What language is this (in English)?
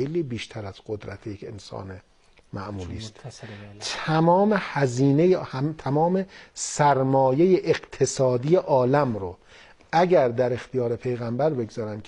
Persian